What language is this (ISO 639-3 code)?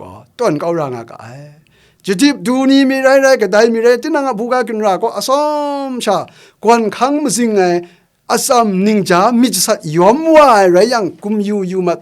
kac